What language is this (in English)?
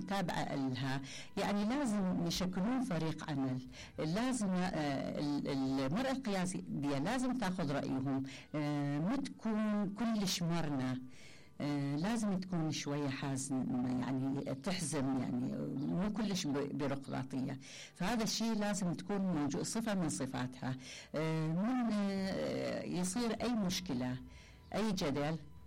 Mesopotamian Arabic